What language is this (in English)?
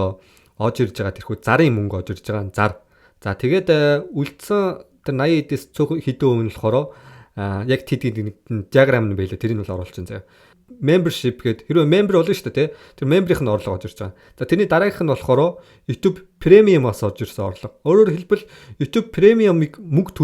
Mongolian